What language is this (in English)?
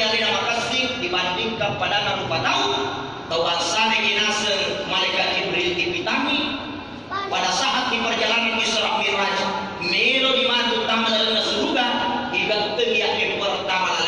Buginese